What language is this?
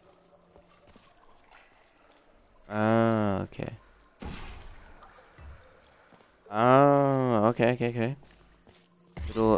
Swedish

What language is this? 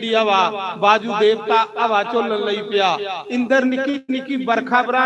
Dogri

